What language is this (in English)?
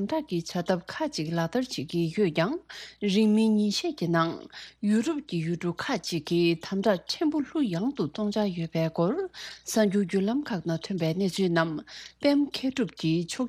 Tibetan